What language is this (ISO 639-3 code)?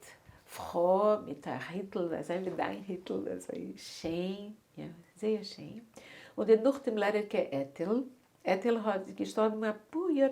yid